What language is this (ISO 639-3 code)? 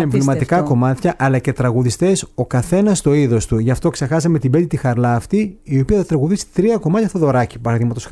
ell